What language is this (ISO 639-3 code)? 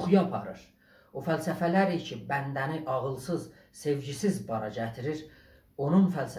azb